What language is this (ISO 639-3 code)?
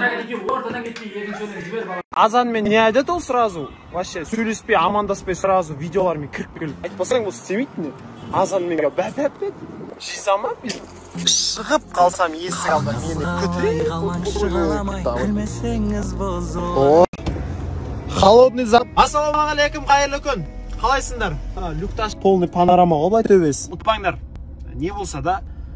kaz